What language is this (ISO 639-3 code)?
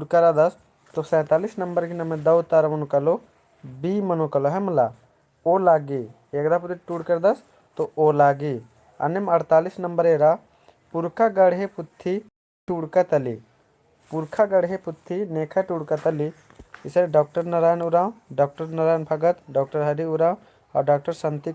kru